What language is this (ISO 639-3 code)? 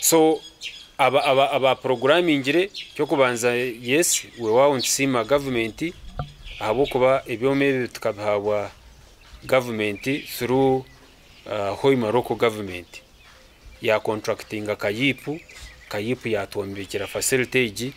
nyn